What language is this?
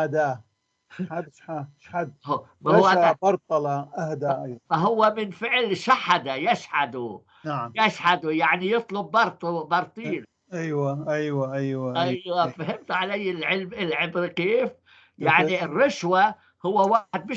North Levantine Arabic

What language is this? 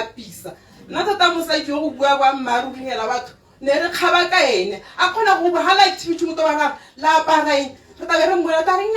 Tswana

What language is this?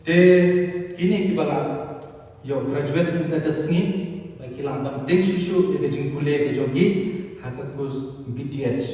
Khasi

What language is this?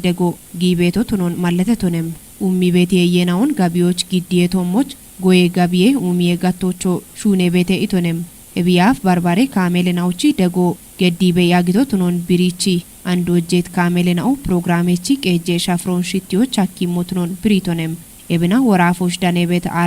Kafa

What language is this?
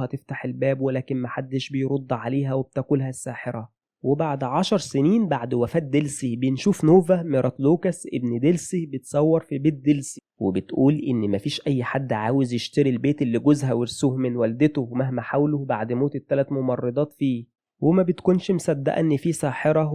Egyptian Arabic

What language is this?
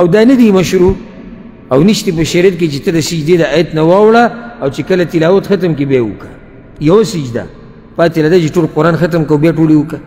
Pashto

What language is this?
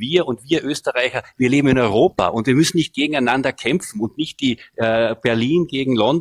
German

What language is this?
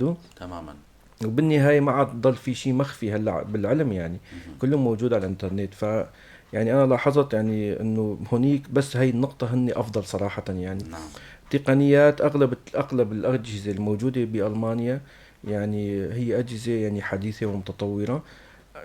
North Levantine Arabic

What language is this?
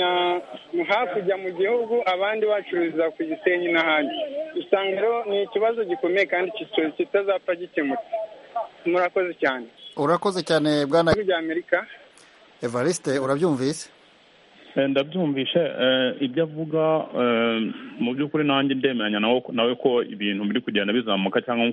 Kinyarwanda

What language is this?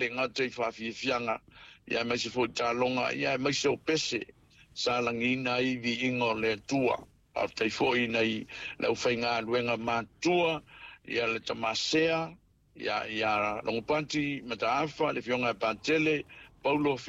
Samoan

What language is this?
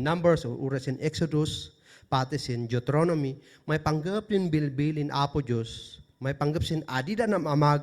Kankanaey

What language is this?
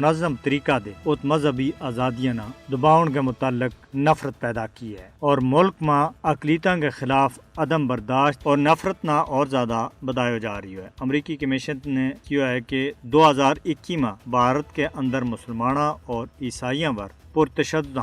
Gujari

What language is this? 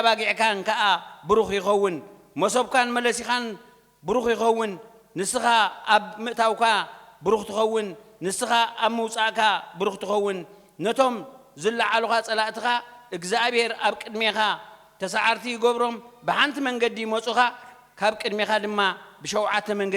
Tigrinya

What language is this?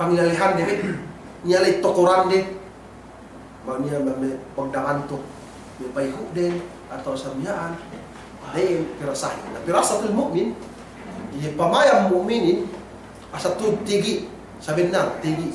Yakan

